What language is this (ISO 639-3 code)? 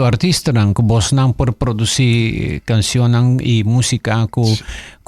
pap